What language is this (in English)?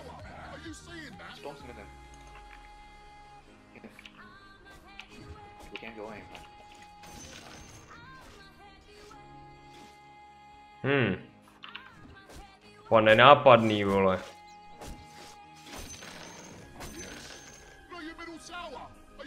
Czech